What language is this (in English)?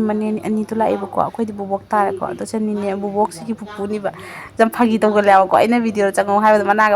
Manipuri